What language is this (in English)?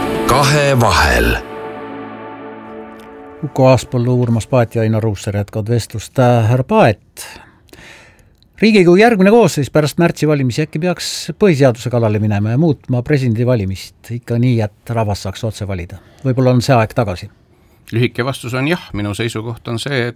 Estonian